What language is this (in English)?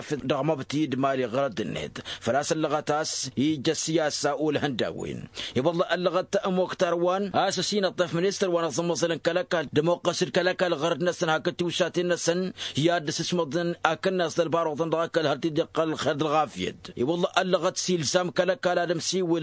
Tamasheq